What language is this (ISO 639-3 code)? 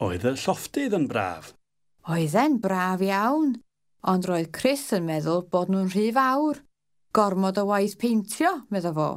cym